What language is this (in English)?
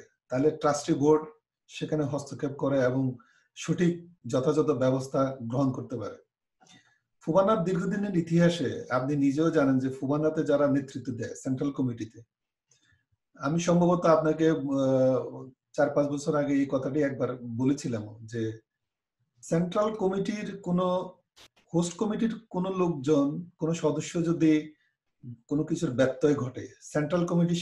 Bangla